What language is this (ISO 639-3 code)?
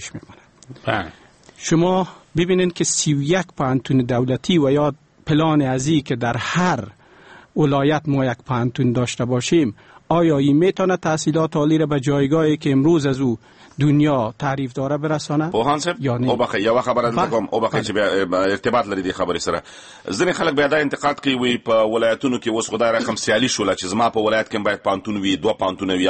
fas